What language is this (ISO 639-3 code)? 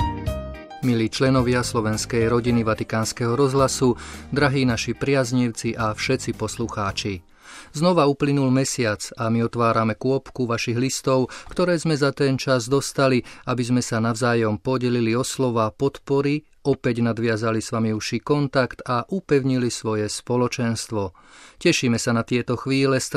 slk